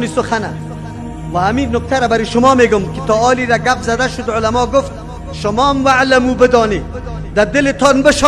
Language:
Persian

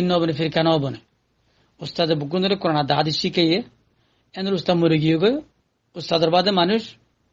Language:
Rohingya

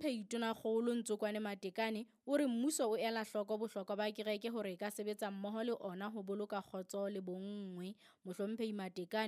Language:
Southern Sotho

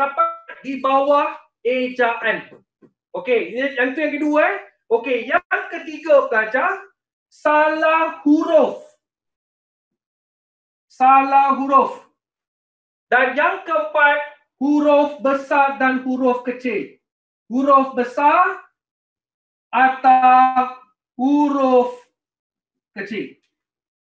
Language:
Malay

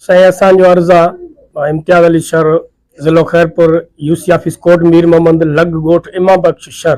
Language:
Sindhi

